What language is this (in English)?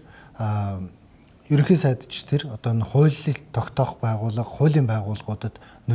Mongolian